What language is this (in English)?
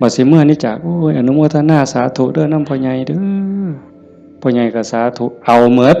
Northeastern Thai